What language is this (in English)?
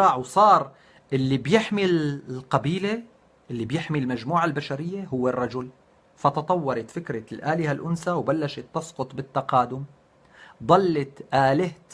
North Levantine Arabic